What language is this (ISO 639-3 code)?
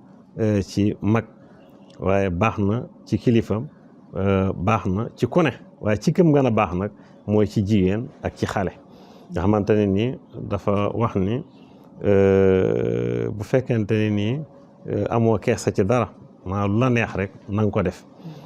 wol